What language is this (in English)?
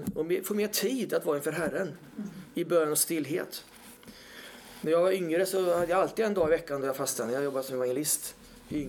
Swedish